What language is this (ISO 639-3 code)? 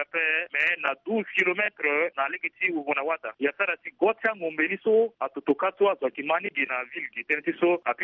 sag